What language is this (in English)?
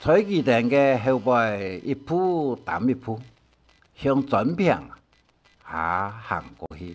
Hakka Chinese